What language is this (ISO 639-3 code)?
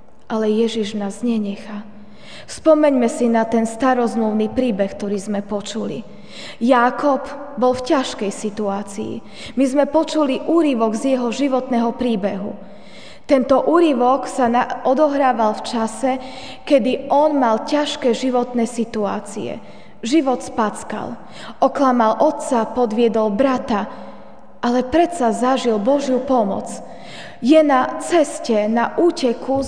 slk